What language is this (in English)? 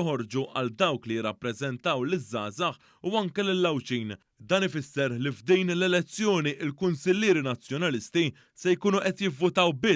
Maltese